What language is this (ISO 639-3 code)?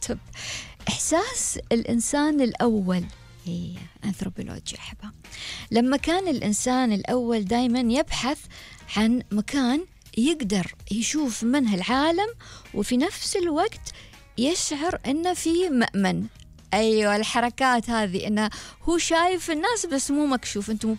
afb